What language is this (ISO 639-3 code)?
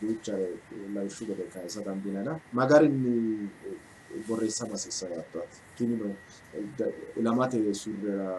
sid